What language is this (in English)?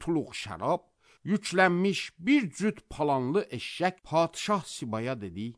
Azerbaijani